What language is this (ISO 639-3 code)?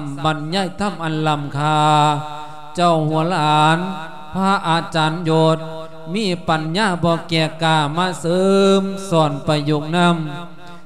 lao